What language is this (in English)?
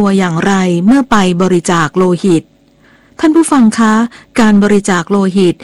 Thai